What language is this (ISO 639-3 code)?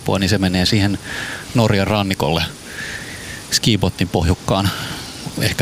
fin